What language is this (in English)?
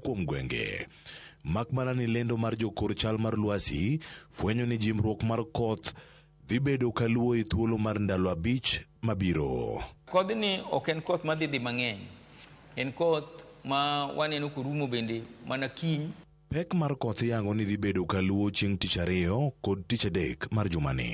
Luo (Kenya and Tanzania)